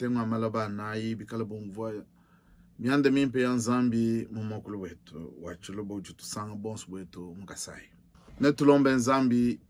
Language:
Luba-Lulua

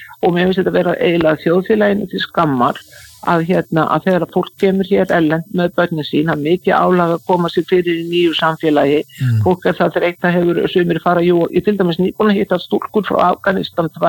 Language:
Icelandic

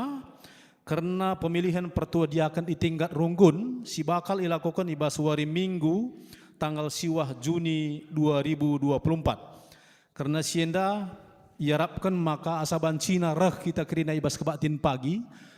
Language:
Batak Karo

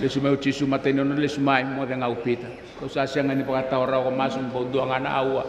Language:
Fijian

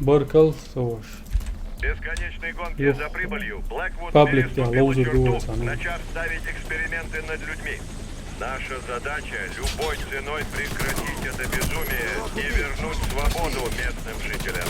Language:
Chechen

